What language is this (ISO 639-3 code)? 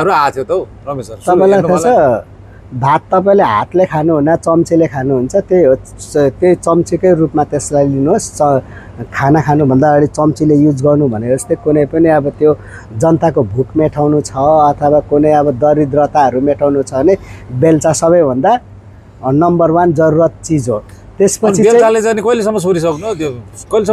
nep